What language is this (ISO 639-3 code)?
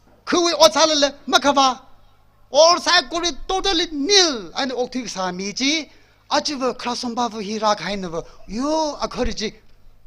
nmf